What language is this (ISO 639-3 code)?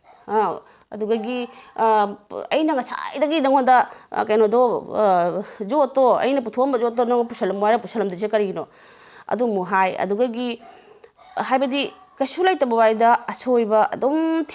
mni